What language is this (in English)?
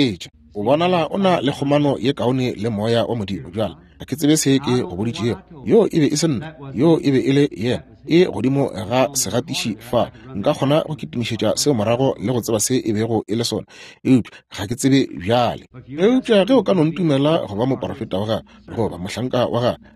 Northern Sotho